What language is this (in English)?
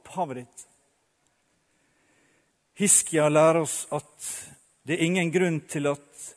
Norwegian